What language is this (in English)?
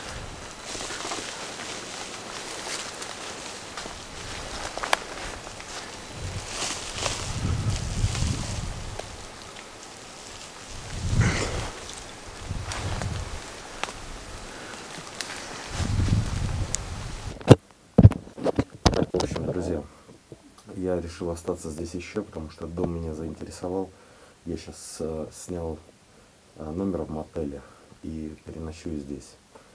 Russian